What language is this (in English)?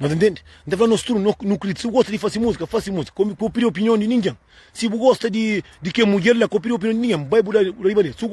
Kabuverdianu